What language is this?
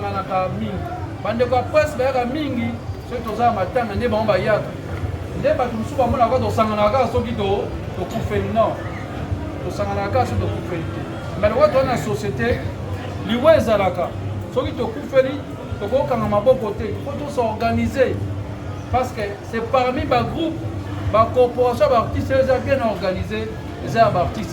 Lingala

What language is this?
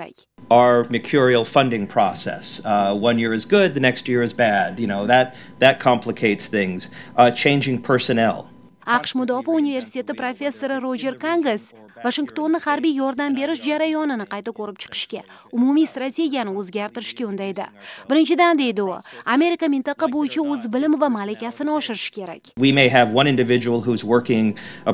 Uzbek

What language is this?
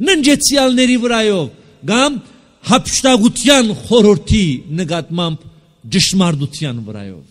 Armenian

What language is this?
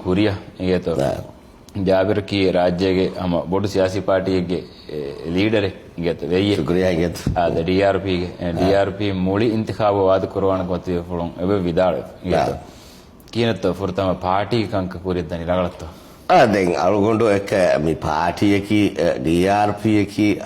Divehi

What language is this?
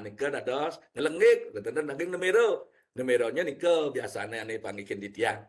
Balinese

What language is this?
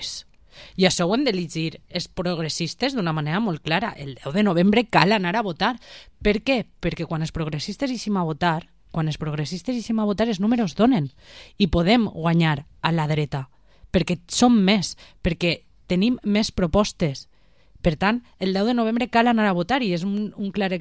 Catalan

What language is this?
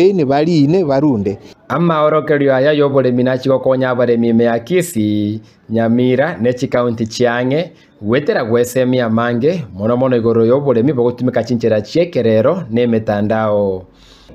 Gusii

